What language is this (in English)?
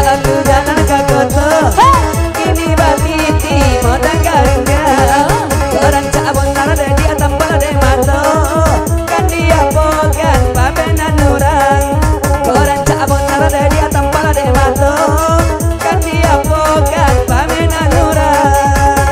Minangkabau